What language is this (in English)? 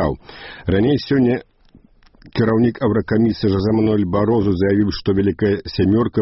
Belarusian